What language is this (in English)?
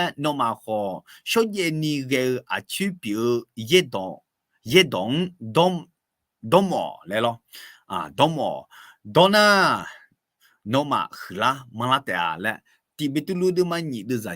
Akha